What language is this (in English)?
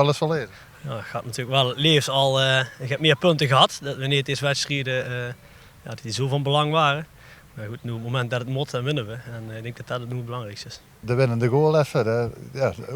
Limburgish